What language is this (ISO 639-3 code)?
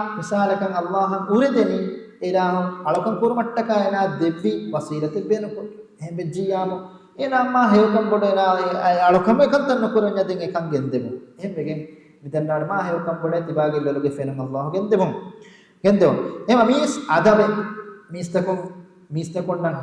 div